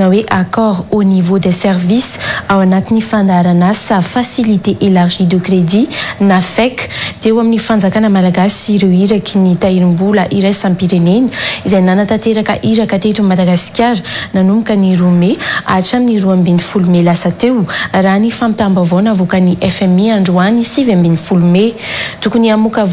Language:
Malagasy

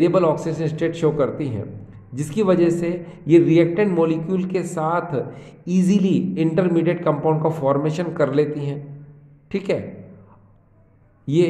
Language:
Hindi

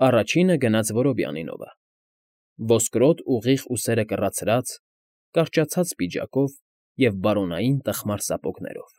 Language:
Armenian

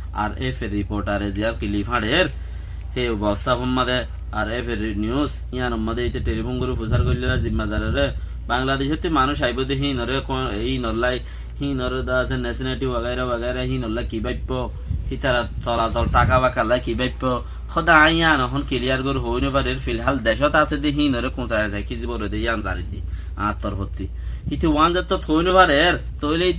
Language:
Rohingya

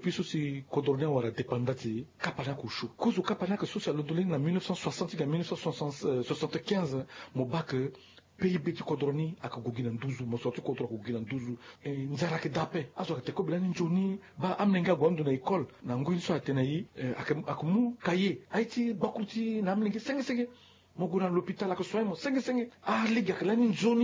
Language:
Sango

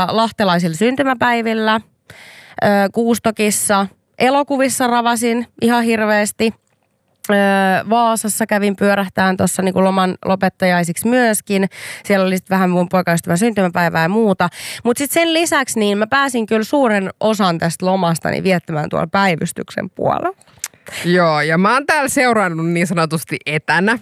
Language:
Finnish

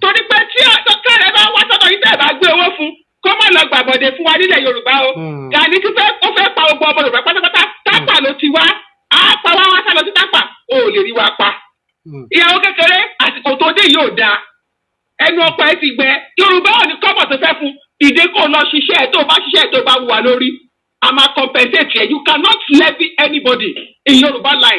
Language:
Yoruba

